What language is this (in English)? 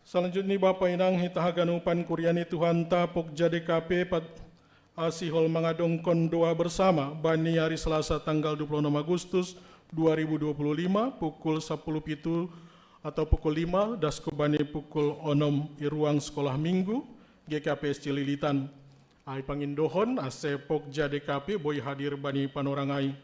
Batak Simalungun